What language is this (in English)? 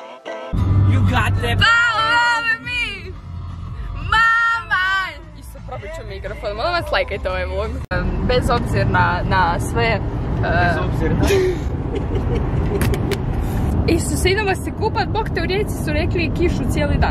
Croatian